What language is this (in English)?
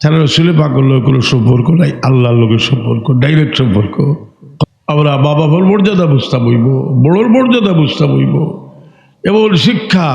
Sylheti